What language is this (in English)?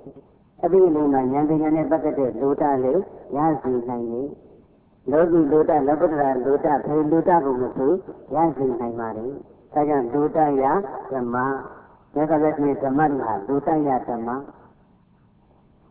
Burmese